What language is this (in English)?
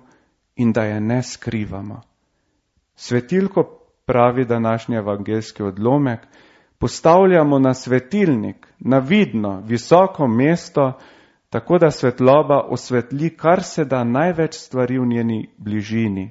Slovenian